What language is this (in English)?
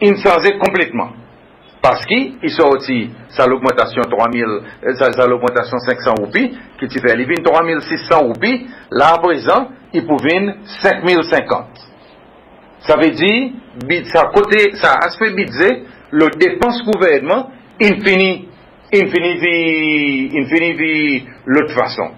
Seselwa Creole French